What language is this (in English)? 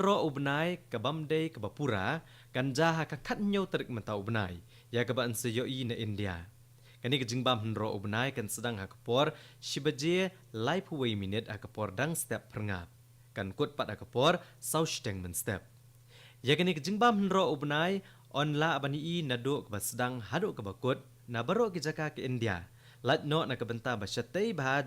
Khasi